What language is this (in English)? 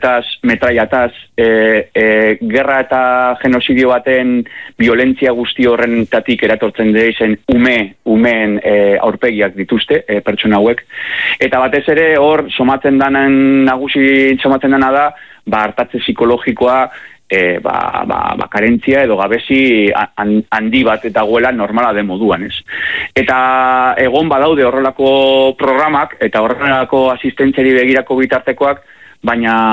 Basque